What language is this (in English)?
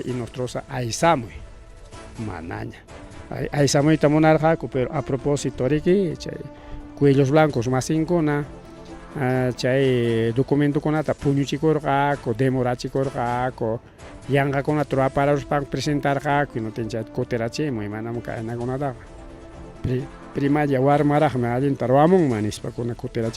Ayacucho Quechua